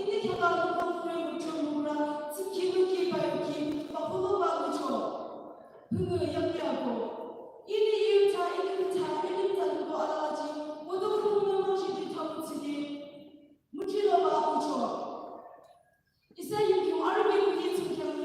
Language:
Yimchungru Naga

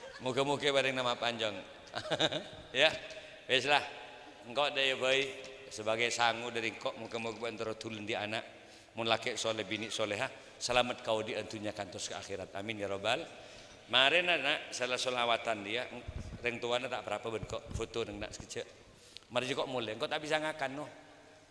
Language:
Madurese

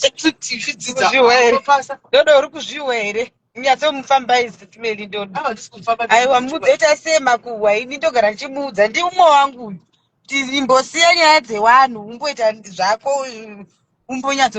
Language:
Shona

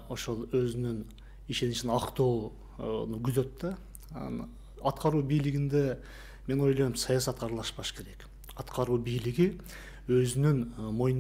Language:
Kyrgyz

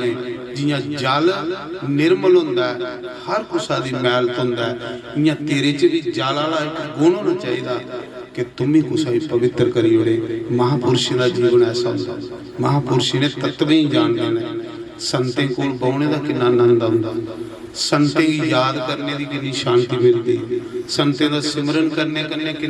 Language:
Dogri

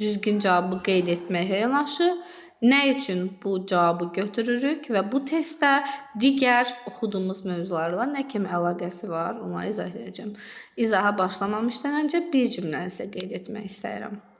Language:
Azerbaijani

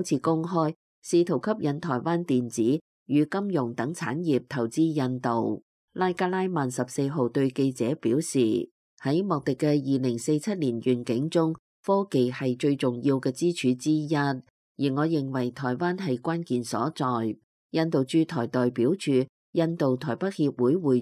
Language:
Cantonese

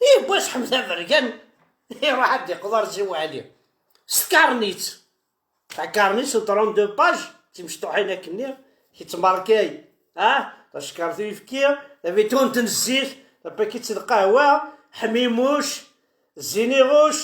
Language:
Kabyle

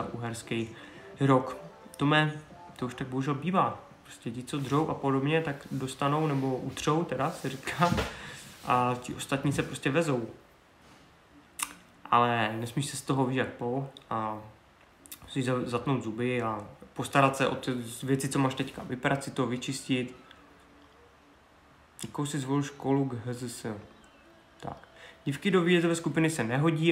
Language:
Czech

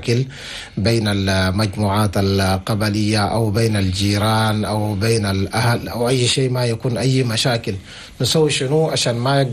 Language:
Chadian Arabic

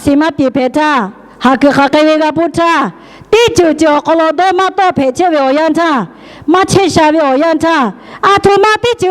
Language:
Lahu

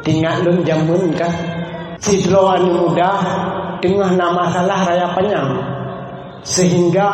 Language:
Achinese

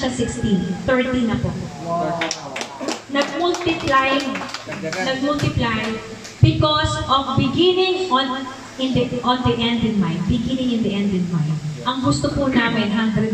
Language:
Filipino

